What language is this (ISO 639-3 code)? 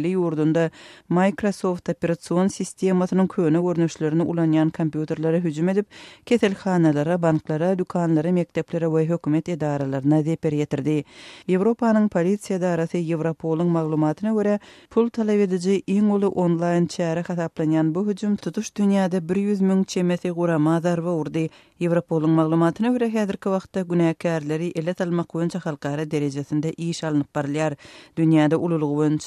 tuk